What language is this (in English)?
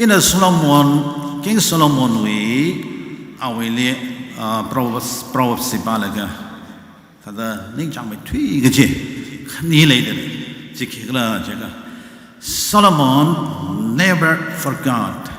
Tangkhul Naga (India)